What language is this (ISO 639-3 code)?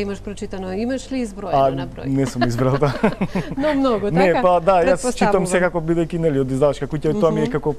mkd